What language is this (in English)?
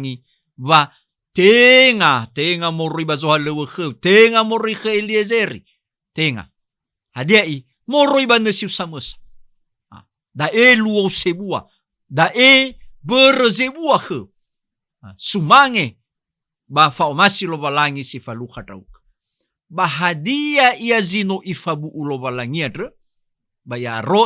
Nias